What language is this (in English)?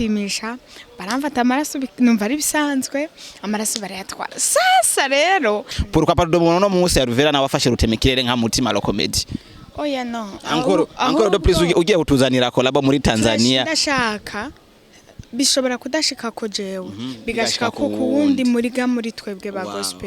Rundi